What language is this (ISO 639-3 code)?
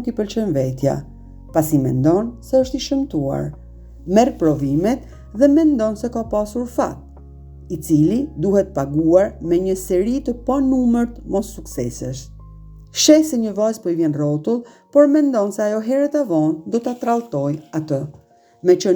sqi